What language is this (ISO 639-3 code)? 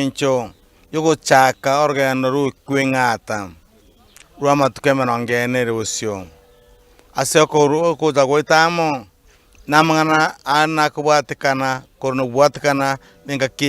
guz